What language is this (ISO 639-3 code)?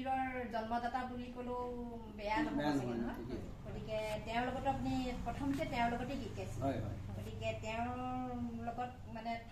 asm